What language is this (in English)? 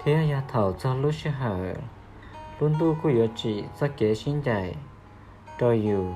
Hmong